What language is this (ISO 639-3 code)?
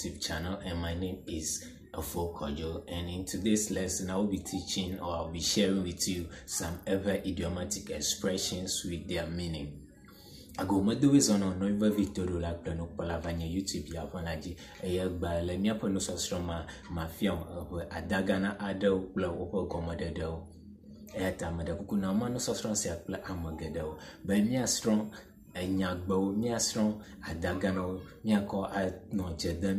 ewe